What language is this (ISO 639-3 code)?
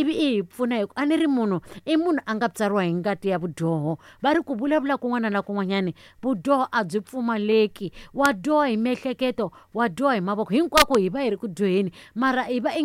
tso